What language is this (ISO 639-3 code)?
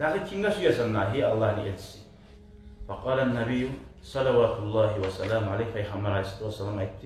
kum